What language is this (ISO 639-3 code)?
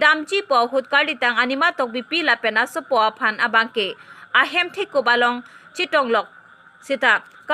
mjw